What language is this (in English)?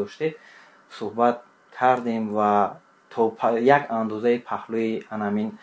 Tajik